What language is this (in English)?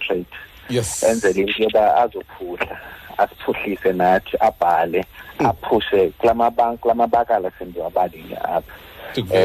Xhosa